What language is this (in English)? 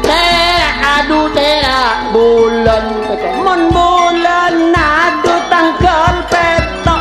Madurese